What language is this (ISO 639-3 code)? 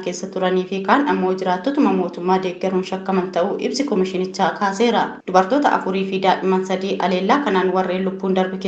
orm